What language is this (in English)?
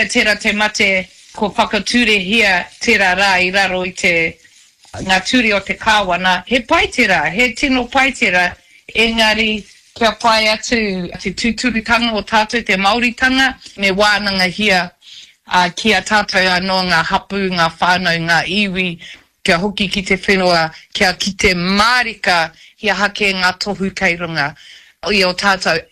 Māori